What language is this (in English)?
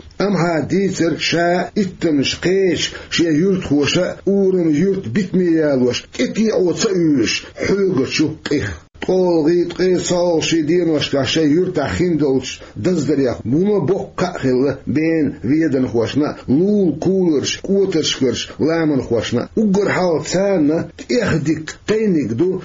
Chechen